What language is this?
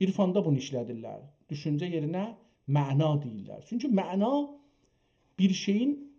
South Azerbaijani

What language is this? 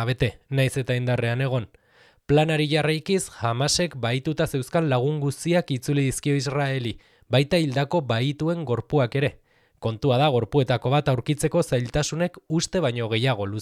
Basque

